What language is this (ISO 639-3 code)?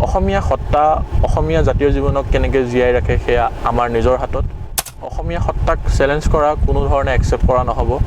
asm